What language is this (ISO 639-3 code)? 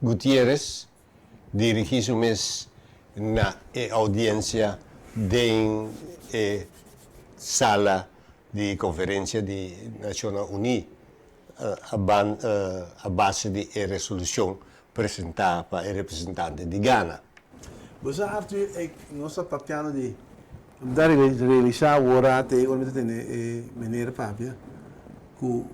pap